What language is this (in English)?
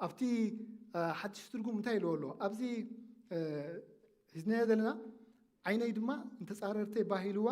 Tigrinya